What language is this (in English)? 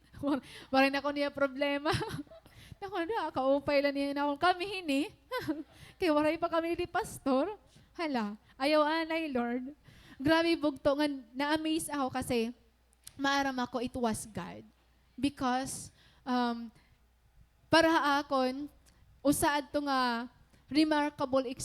Waray